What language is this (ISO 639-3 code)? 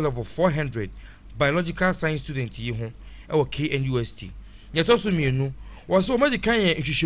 aka